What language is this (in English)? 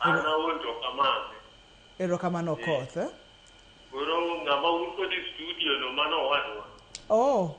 Luo (Kenya and Tanzania)